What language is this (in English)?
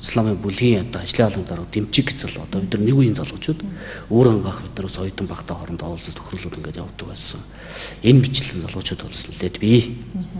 Mongolian